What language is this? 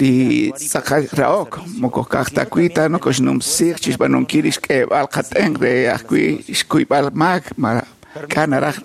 Kekchí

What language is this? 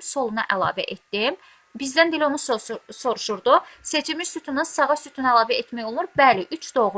Azerbaijani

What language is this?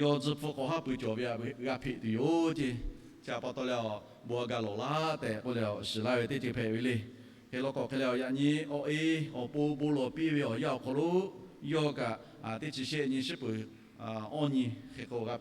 Lahu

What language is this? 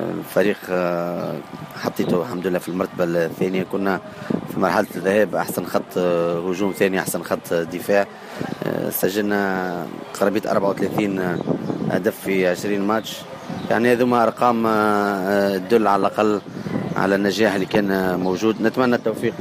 Tunisian Arabic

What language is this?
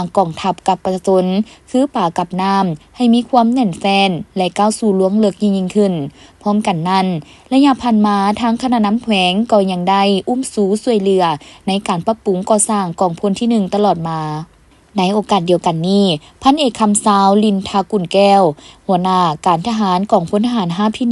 Lao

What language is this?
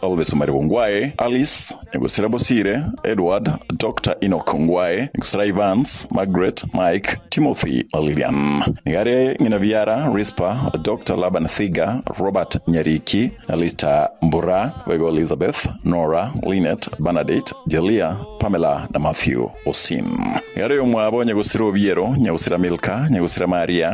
Gusii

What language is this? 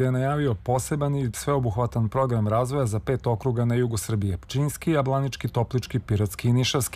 Serbian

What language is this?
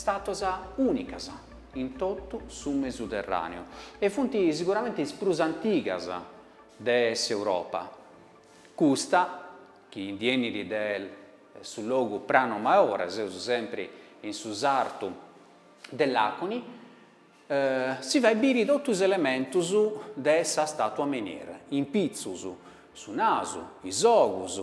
Sardinian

